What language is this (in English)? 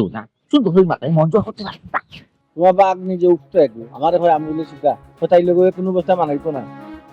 Sylheti